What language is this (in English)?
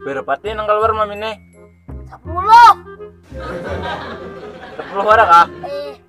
Banjar